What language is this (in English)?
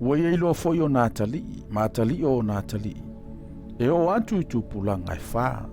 Samoan